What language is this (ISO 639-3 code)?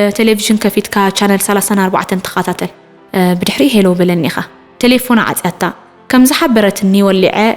tir